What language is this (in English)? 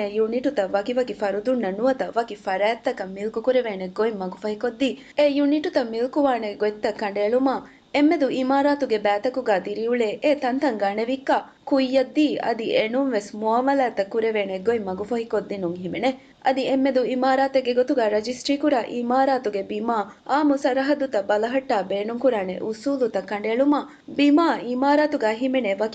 Divehi